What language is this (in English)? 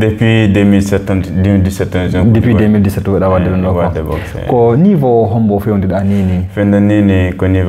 Fula